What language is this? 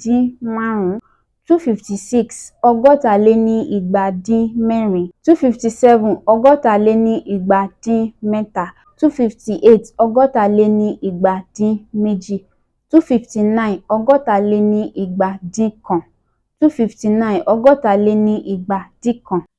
Yoruba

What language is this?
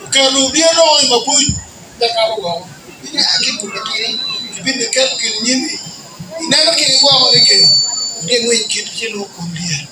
Acoli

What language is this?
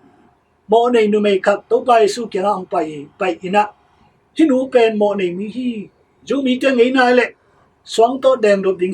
Tedim Chin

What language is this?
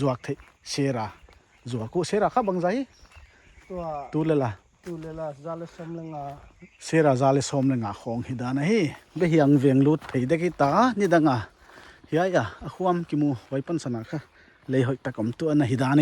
Paite Chin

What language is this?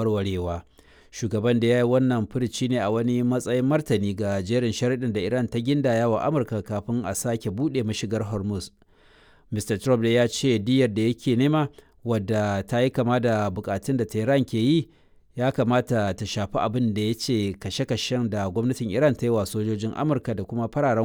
Hausa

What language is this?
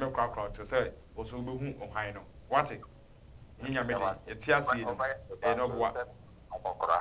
Akan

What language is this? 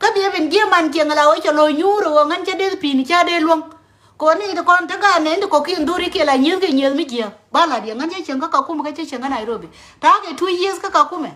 Nuer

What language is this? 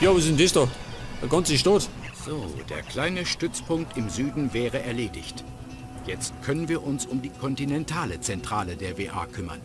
Bavarian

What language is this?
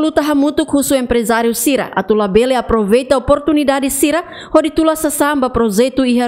Tetum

